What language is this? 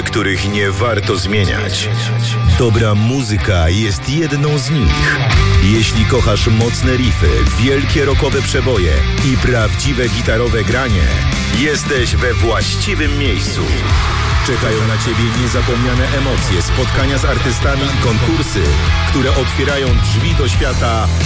Polish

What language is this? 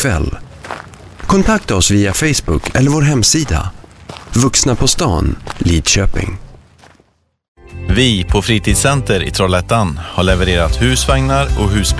Swedish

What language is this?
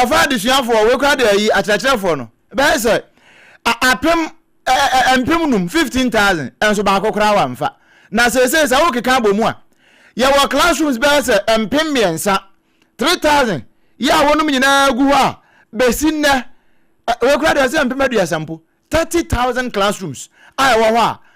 Akan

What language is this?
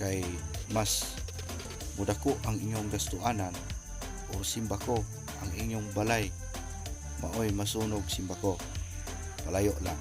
Cebuano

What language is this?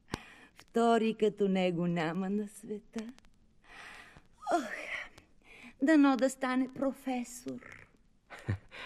Bulgarian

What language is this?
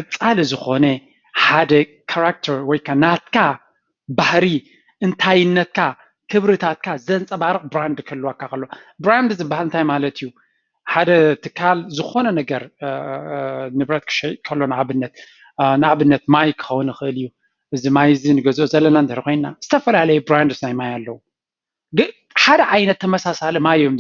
Tigrinya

